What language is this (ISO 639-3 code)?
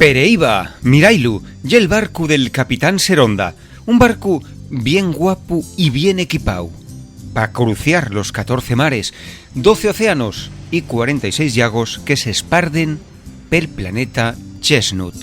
ast